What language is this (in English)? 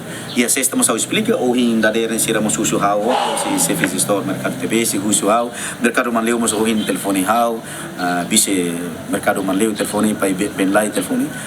Tetum